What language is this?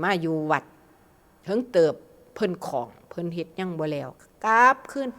Northeastern Thai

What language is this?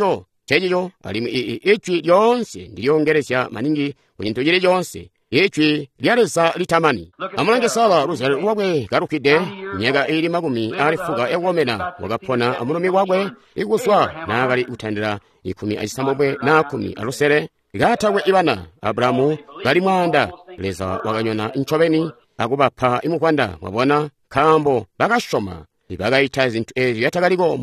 Tonga (Zambia)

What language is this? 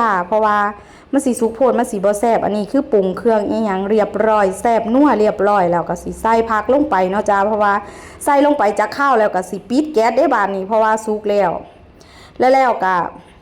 Northeastern Thai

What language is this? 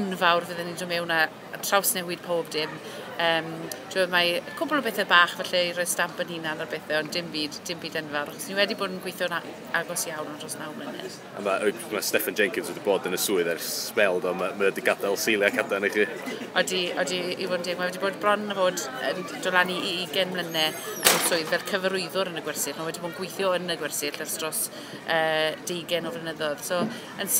Welsh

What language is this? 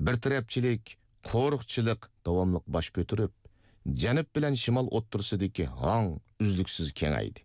Uyghur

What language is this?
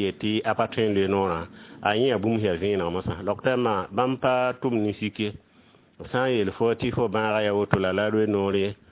Mossi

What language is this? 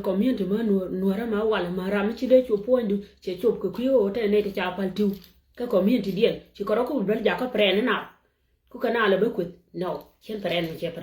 Nuer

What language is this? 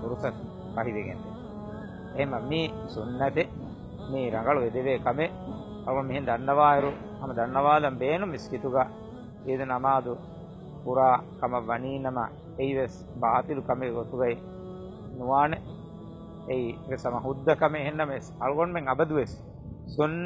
Divehi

